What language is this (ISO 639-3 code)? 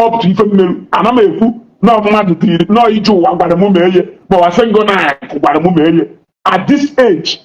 ibo